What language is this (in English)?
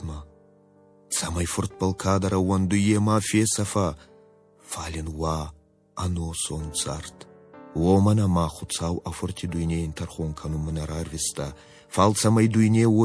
Ossetic